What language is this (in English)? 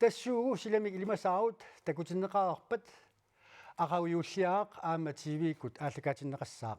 Kalaallisut